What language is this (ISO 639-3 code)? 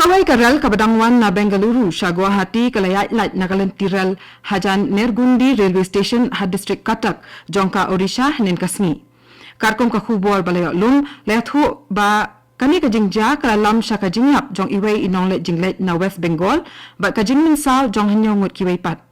kha